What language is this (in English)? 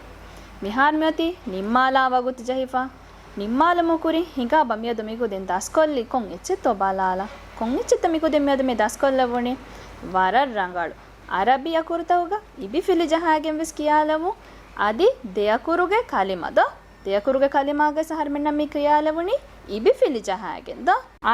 Divehi